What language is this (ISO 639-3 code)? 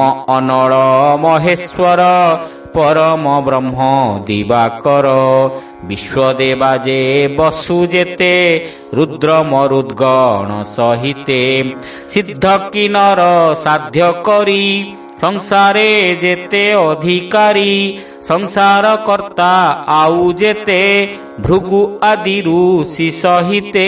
ori